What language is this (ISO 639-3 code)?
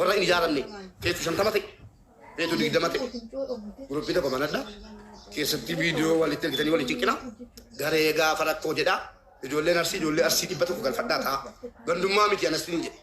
orm